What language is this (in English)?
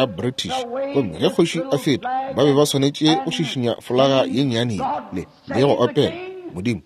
Northern Sotho